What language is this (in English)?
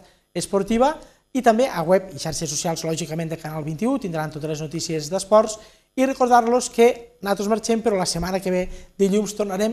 Catalan